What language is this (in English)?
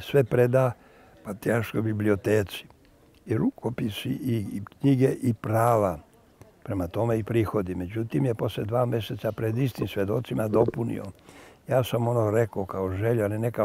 Serbian